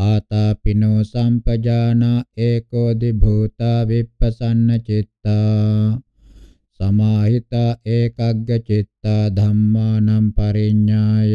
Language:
Pali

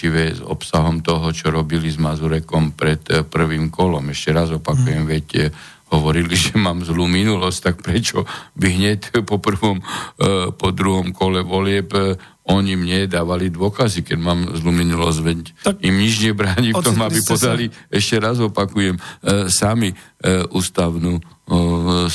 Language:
Slovak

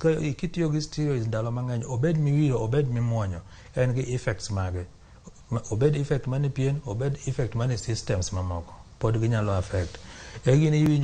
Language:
Luo (Kenya and Tanzania)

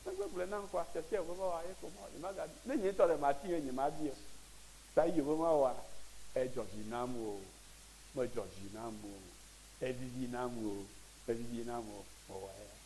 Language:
Ewe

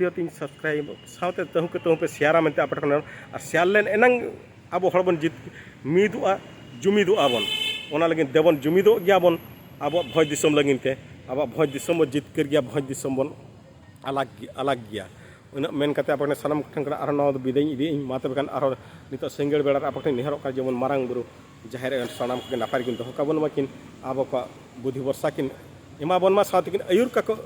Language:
Santali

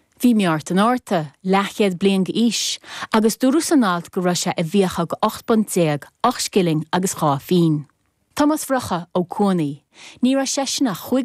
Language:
Irish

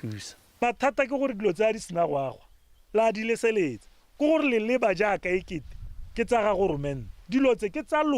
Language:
Tswana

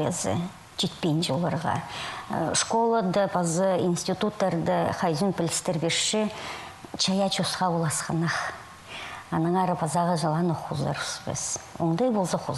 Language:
Khakas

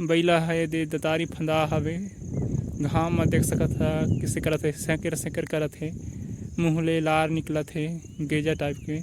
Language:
Chhattisgarhi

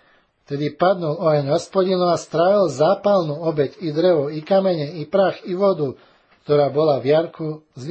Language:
Slovak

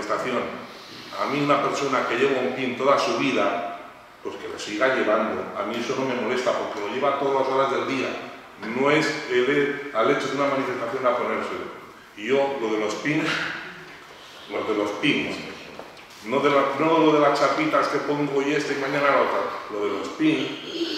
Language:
Spanish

